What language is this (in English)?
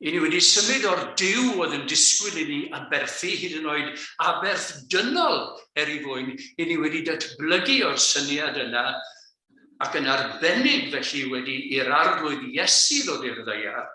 Welsh